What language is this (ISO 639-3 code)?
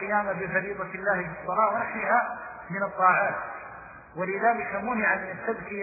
ara